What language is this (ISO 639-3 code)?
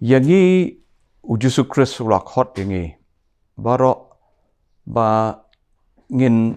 kha